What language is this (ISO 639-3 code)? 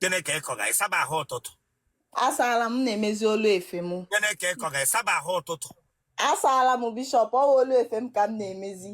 ibo